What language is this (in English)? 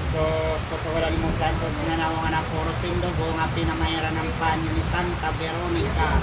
Waray